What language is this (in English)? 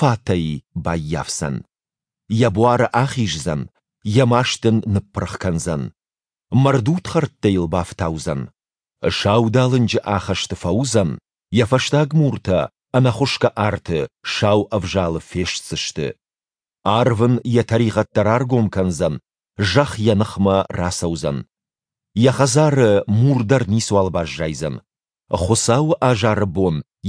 Ossetic